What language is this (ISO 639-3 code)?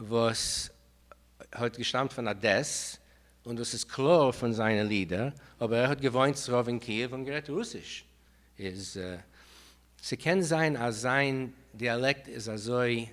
yid